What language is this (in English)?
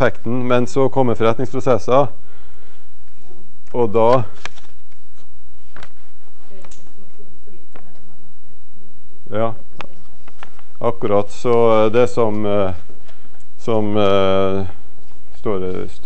Norwegian